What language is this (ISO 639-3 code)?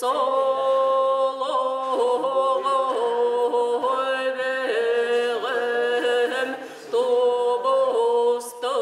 sah